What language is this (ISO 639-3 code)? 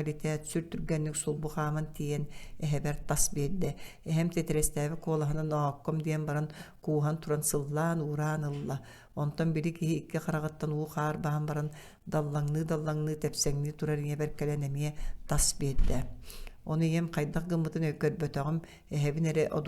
sah